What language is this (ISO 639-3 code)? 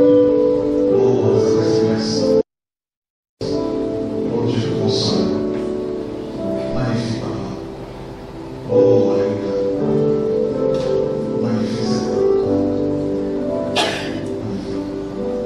fra